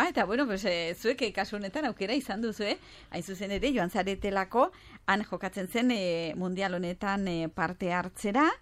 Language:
Basque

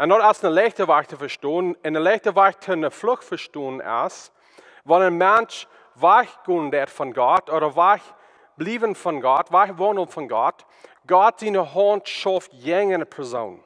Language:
Plautdietsch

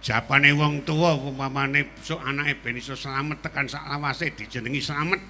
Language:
Javanese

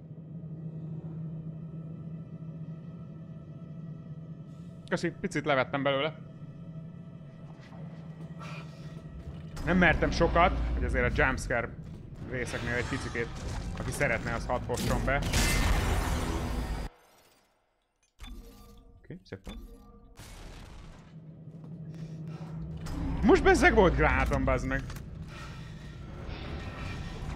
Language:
Hungarian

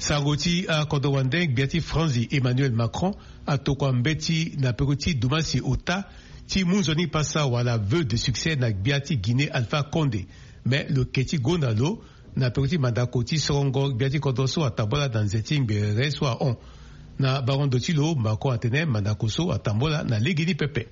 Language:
Sango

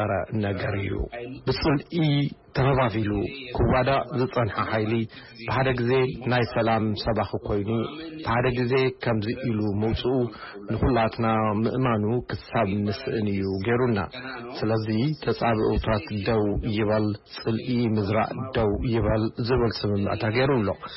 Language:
Tigrinya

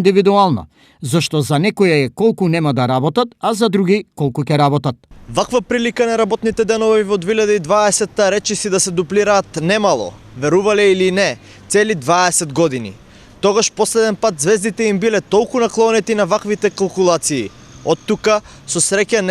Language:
Macedonian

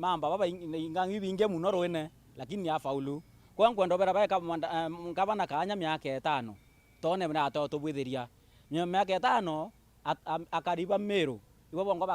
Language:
Meru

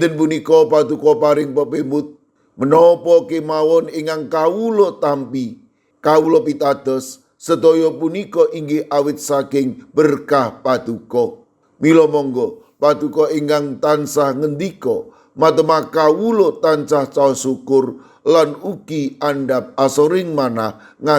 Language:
Javanese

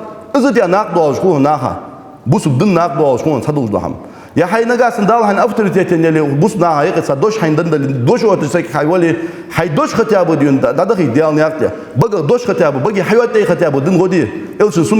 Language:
Ingush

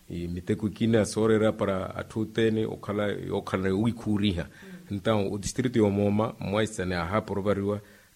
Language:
Makhuwa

